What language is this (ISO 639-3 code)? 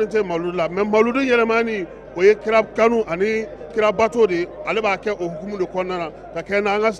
bam